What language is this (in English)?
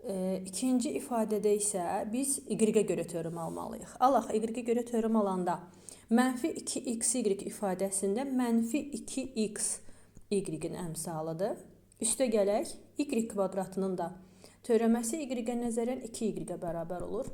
Azerbaijani